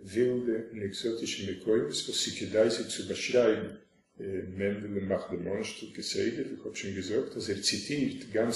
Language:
Yiddish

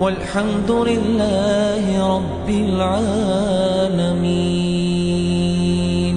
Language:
Ingush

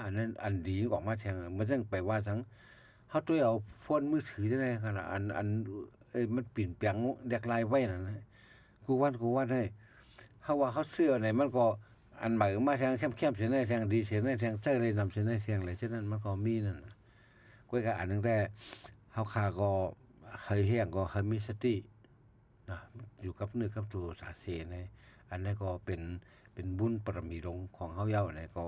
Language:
Shan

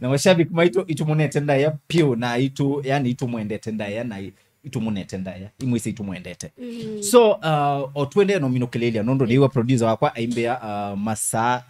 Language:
Kamba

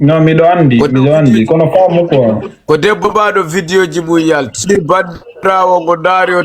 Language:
Fula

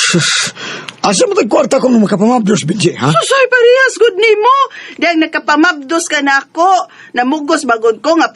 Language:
Cebuano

